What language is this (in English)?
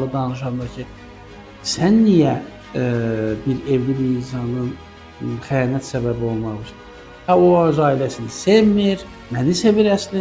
Azerbaijani